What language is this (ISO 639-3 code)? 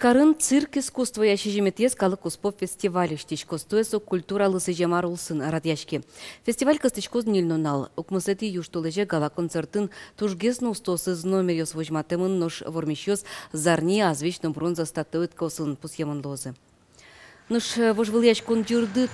udm